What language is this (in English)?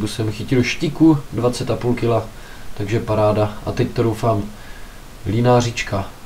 Czech